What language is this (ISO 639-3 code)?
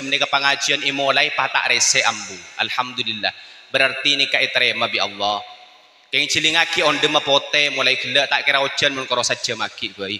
mad